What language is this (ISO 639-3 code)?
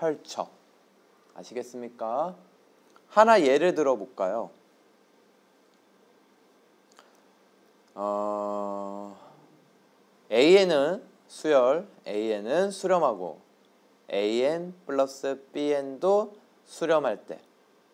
kor